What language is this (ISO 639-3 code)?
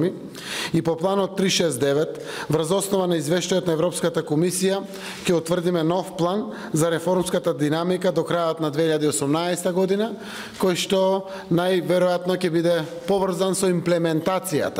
mkd